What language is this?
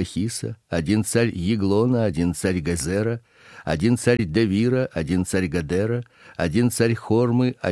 Russian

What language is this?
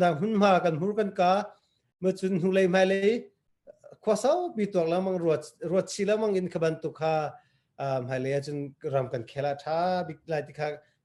Hakha Chin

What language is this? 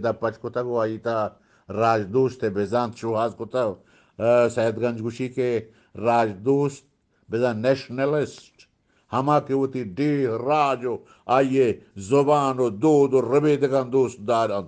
Eastern Balochi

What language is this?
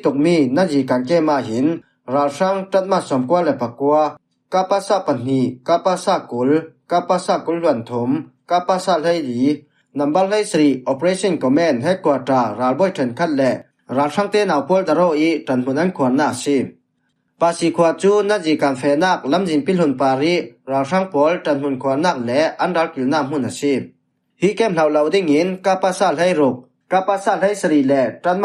Falam Chin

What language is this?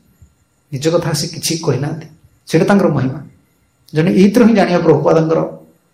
Odia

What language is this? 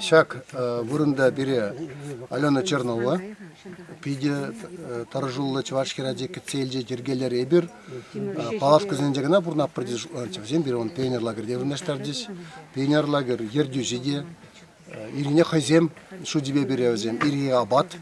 Chuvash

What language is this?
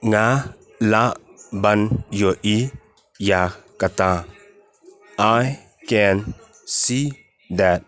Khasi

